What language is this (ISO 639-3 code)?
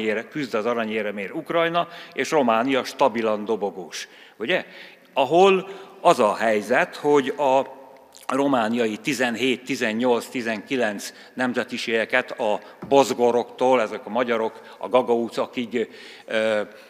hun